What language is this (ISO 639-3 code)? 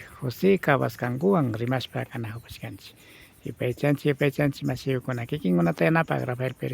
qvi